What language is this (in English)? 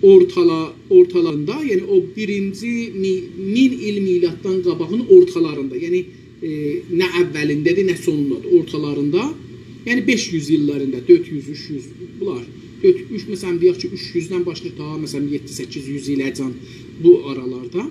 South Azerbaijani